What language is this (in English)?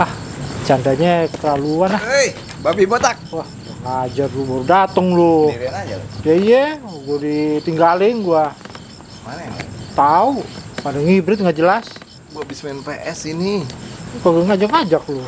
Betawi